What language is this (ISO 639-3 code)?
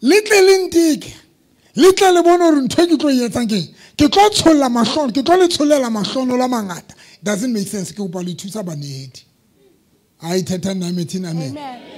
sot